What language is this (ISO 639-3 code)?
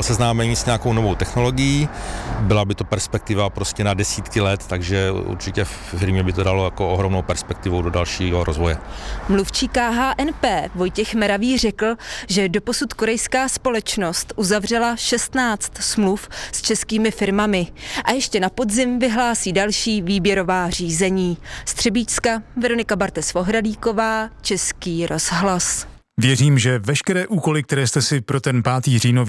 ces